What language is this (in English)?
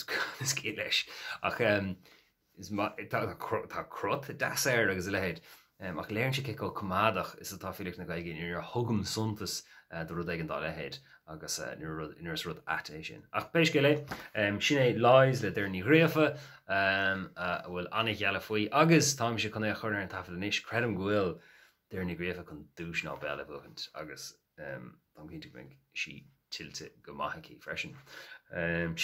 Irish